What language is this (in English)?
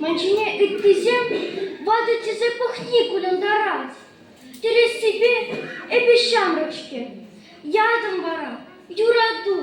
Chuvash